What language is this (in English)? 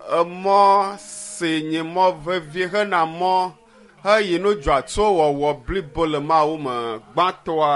Ewe